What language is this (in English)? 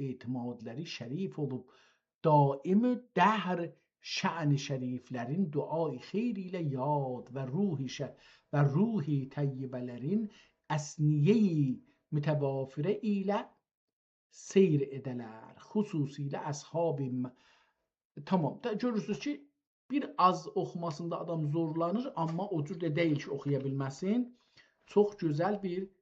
South Azerbaijani